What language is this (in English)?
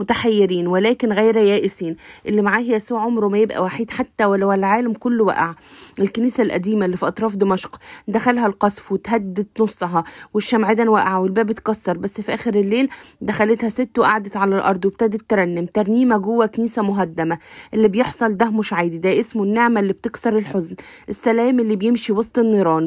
Egyptian Arabic